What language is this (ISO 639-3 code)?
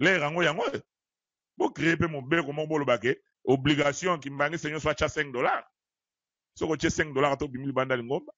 lin